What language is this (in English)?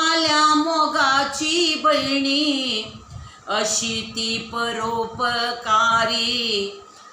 Konkani